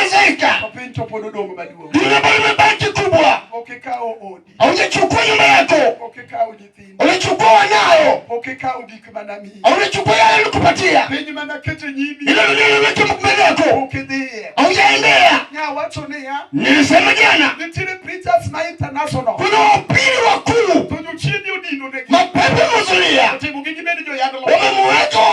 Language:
Luo (Kenya and Tanzania)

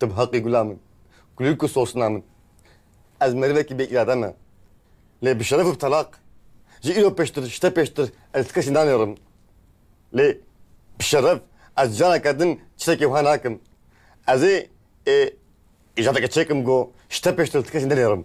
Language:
Kurdish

